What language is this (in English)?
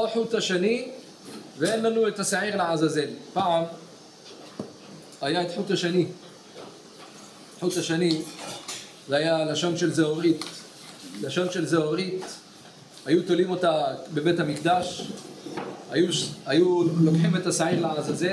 Hebrew